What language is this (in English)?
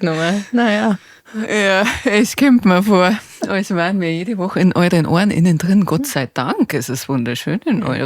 Bavarian